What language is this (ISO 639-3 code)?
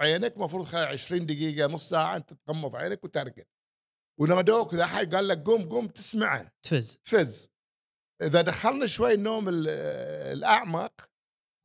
afb